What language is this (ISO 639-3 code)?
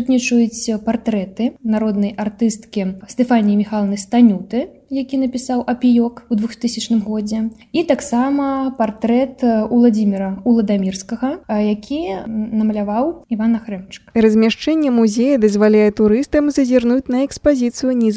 bel